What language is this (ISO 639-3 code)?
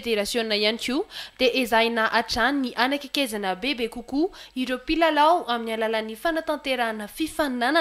mlg